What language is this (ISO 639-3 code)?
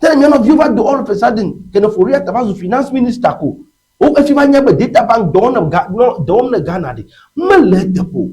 ewe